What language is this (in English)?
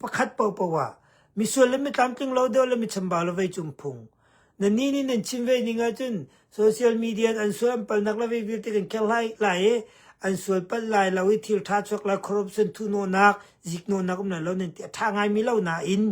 Hakha Chin